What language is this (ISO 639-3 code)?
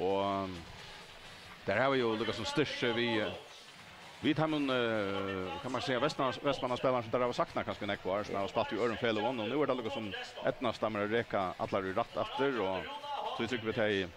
fao